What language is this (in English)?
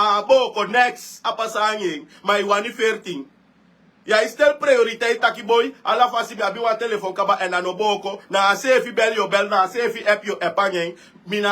Sranan Tongo